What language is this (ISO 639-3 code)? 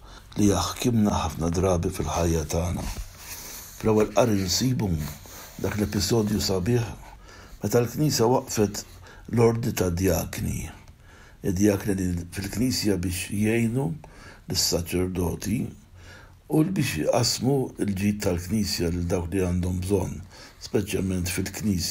mlt